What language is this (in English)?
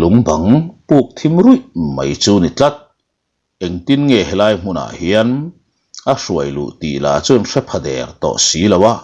Mizo